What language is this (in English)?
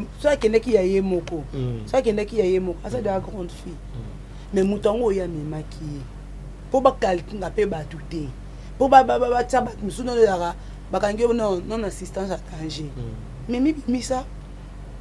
Lingala